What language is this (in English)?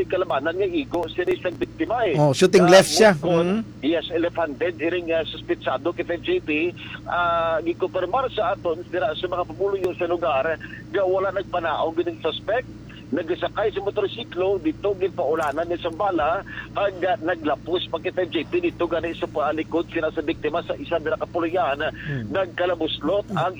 Hiligaynon